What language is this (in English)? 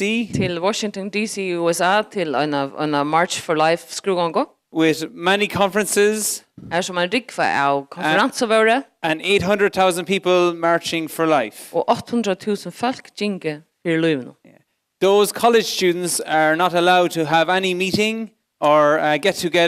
Faroese